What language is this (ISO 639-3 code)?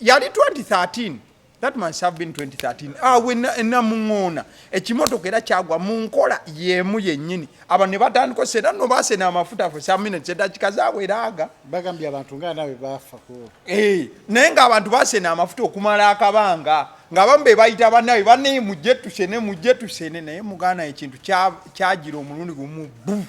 lug